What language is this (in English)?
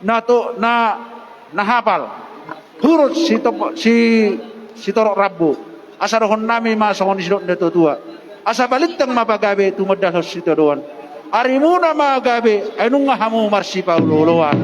Batak Toba